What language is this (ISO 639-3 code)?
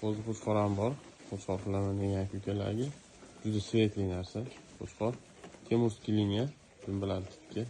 uzb